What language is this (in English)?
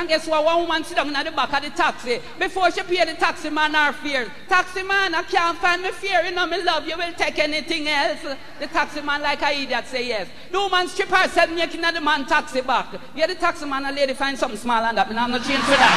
Jamaican Creole English